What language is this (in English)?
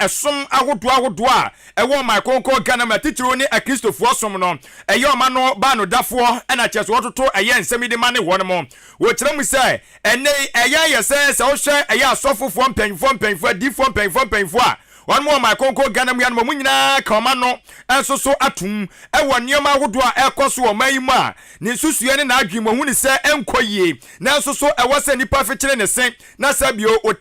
Akan